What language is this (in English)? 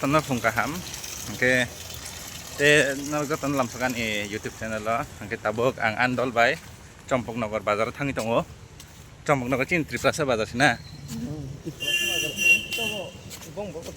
Kok Borok